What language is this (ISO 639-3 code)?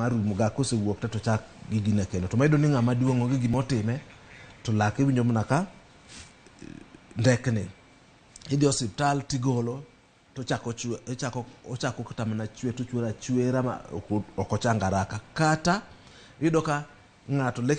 luo